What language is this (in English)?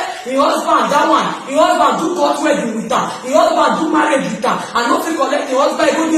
Nigerian Pidgin